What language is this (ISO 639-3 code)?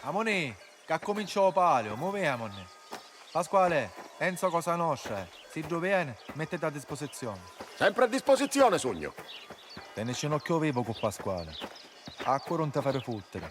scn